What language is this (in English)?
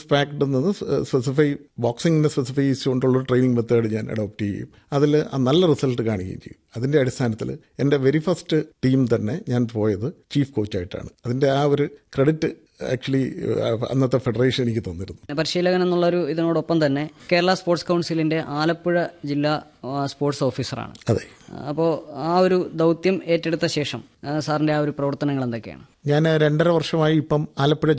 Malayalam